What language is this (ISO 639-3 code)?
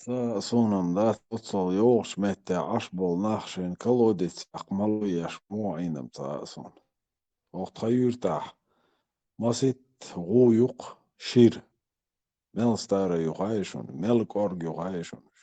che